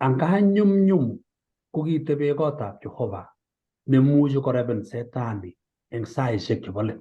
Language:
Kalenjin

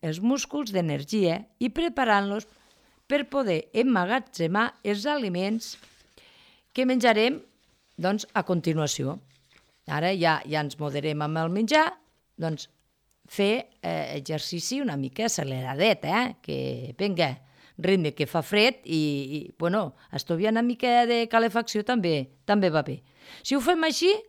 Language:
Catalan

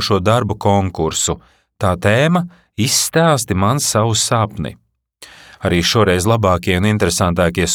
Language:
Latvian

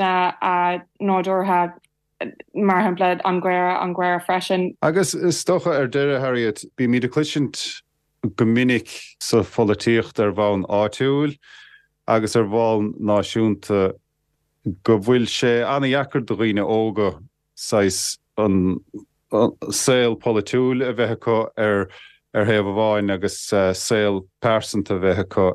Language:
Irish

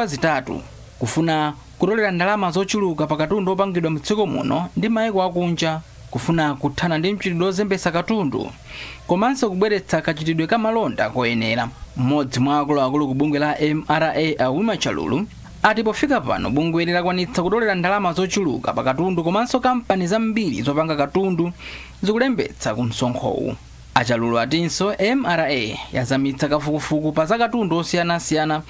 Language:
Nyanja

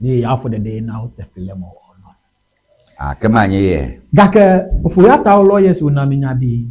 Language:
Ewe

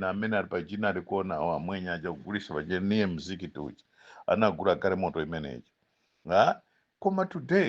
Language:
Nyanja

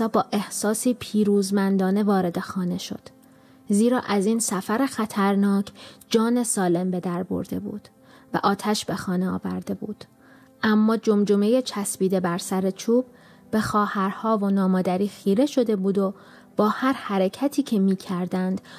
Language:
Persian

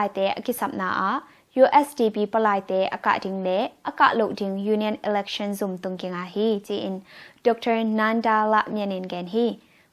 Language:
Tedim Chin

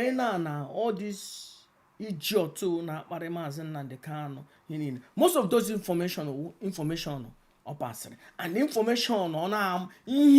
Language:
Igbo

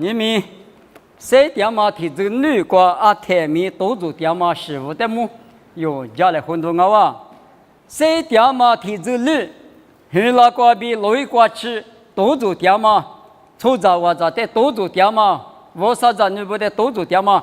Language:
Lisu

